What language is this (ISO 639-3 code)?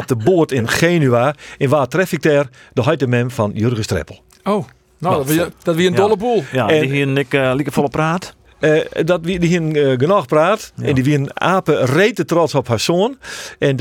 fry